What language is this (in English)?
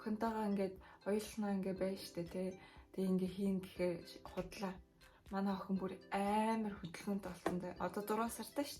Mongolian